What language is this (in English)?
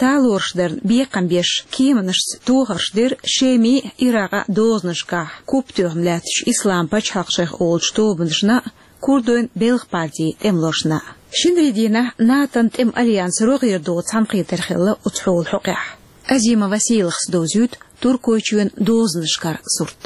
Chechen